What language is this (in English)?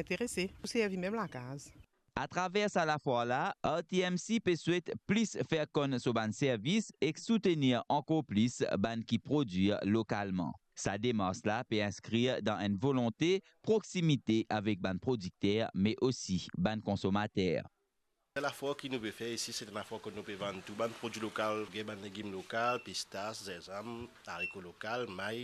Morisyen